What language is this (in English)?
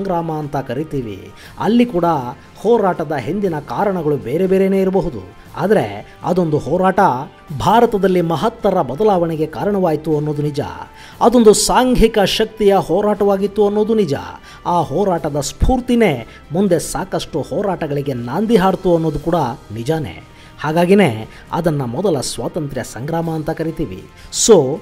Kannada